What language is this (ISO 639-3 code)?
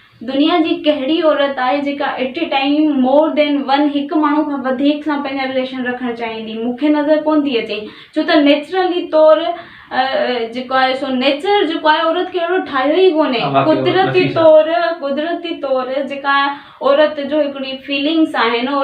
snd